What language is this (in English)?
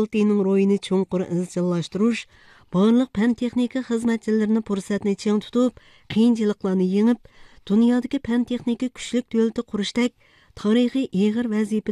Uzbek